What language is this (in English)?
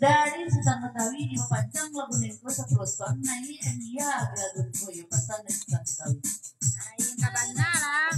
Minangkabau